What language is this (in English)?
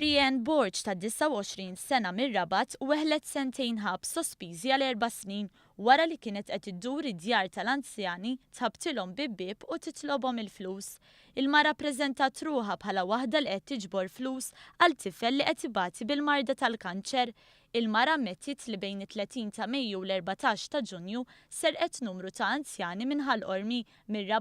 Maltese